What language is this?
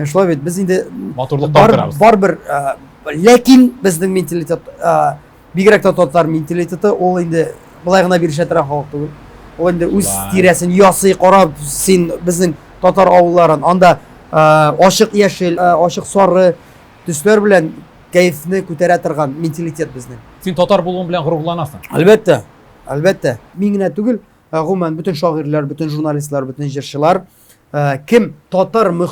Tatar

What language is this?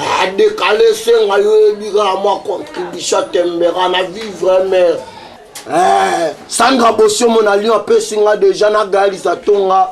Lingala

